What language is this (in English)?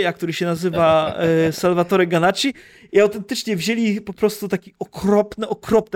Polish